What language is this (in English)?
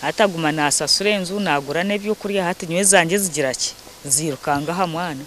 Nyankole